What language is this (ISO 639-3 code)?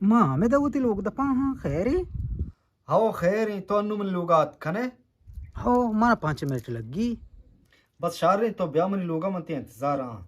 bgp